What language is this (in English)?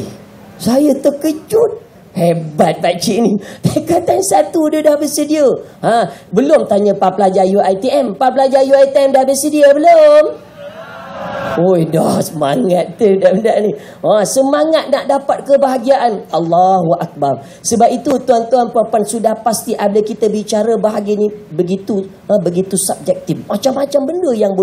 Malay